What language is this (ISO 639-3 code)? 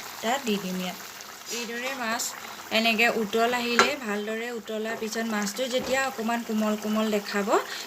asm